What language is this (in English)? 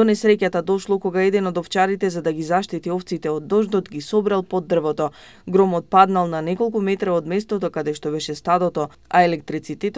Macedonian